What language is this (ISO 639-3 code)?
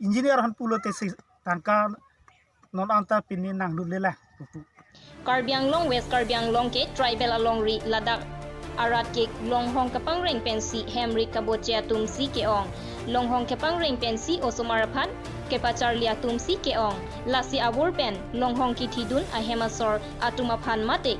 mjw